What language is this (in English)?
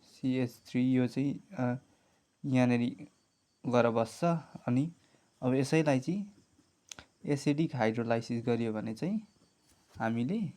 Nepali